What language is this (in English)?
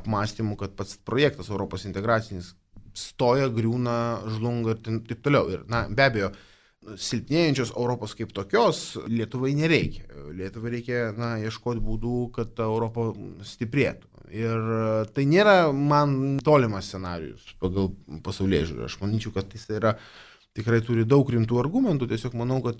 Lithuanian